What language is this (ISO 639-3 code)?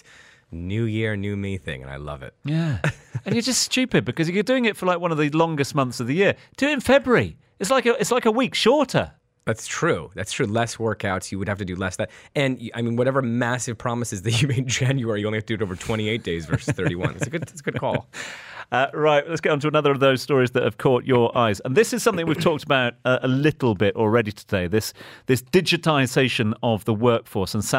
eng